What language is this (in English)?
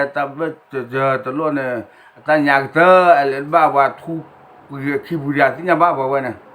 S'gaw Karen